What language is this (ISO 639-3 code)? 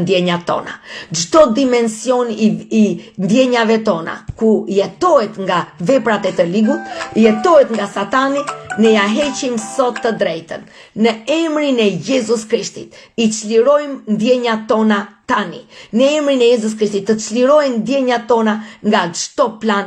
sqi